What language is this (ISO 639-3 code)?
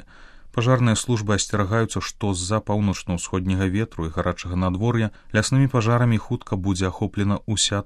bel